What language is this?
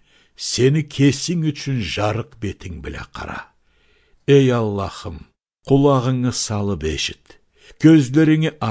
Karachay-Balkar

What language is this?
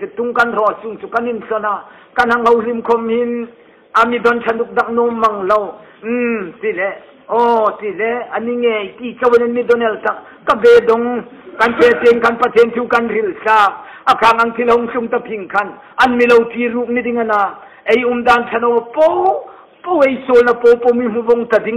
Hmar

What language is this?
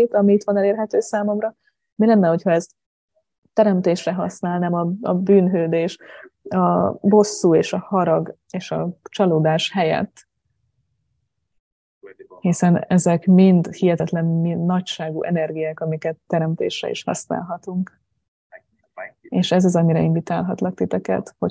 Hungarian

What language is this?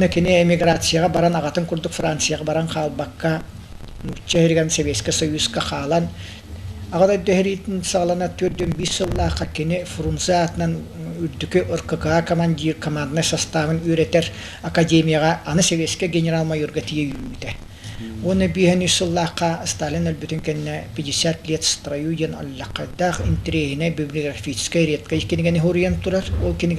Yakut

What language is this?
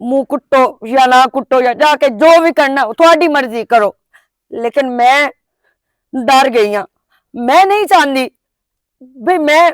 Western Panjabi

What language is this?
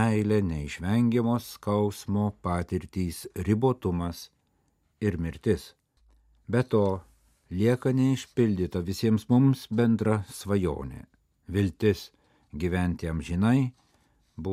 Lithuanian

